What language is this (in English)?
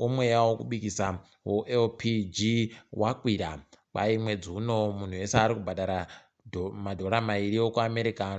Ndau